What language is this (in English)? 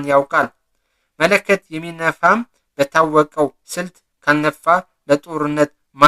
Amharic